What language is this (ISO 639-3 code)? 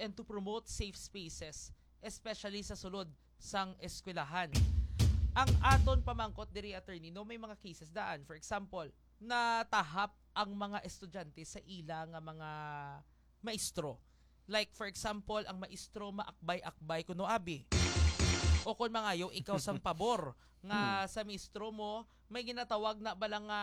hil